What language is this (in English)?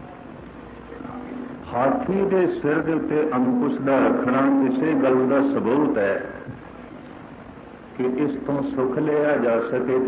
Punjabi